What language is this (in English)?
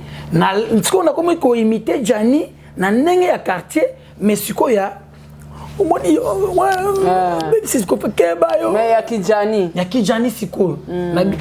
Lingala